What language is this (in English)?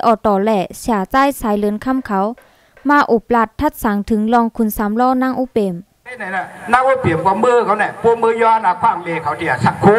Shan